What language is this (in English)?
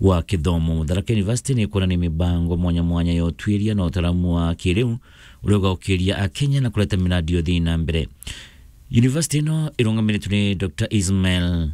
Meru